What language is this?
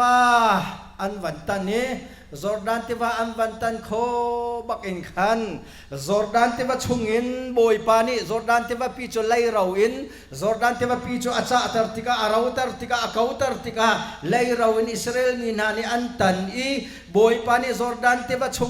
Hakha Chin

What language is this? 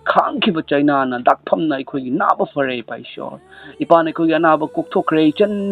Manipuri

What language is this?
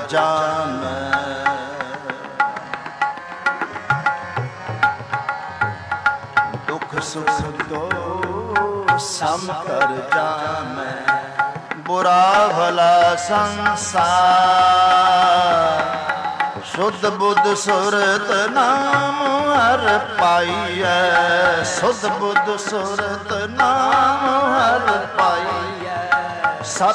Punjabi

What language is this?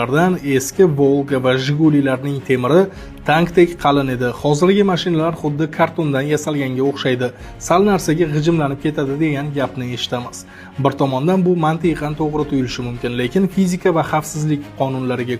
Uzbek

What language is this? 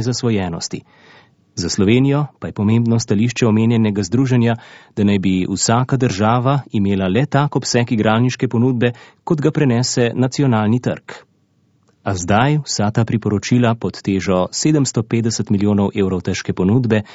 Slovenian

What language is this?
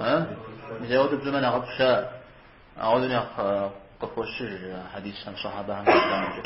Kabardian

